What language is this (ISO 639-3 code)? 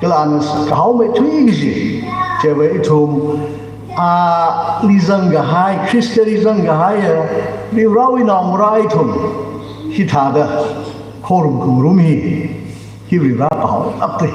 nmf